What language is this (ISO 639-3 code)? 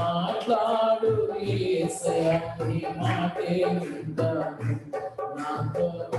tel